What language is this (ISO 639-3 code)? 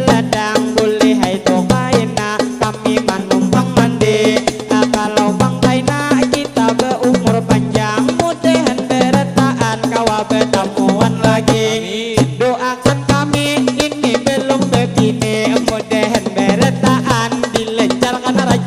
bjn